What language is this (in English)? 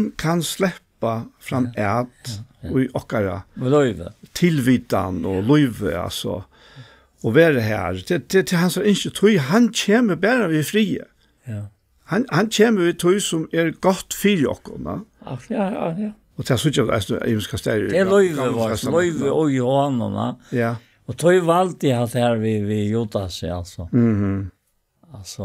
Faroese